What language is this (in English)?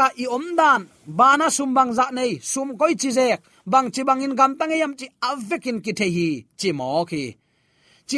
Tedim Chin